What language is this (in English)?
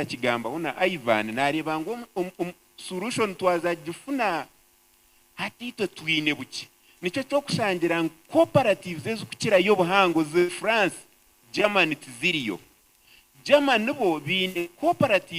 Nyankole